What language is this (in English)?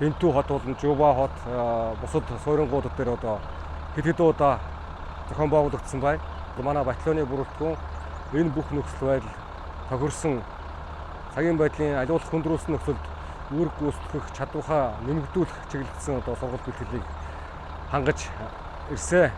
Mongolian